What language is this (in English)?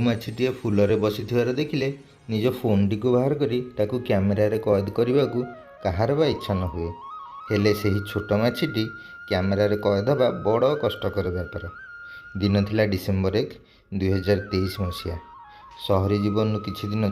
Odia